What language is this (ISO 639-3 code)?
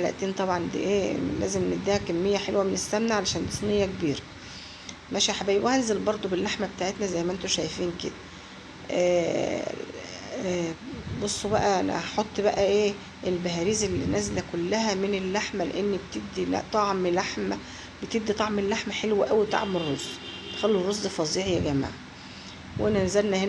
arz